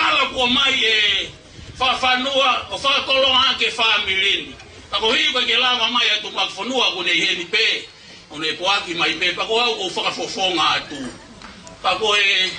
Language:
Tongan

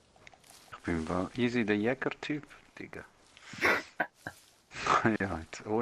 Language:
Swiss German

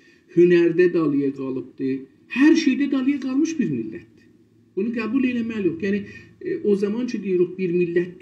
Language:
South Azerbaijani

